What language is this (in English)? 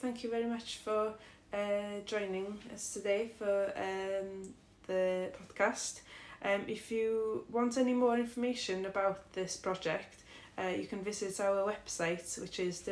English